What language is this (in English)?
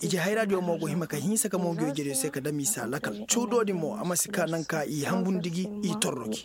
Koyraboro Senni